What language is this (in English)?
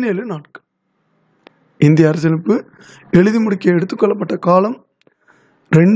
Tamil